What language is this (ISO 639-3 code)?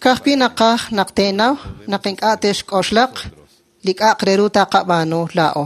kek